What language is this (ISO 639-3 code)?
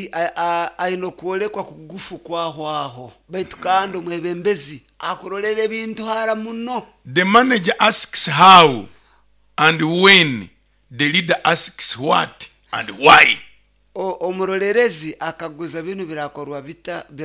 nyo